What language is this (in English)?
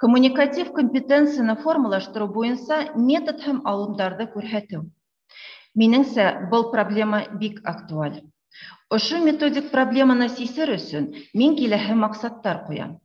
Bashkir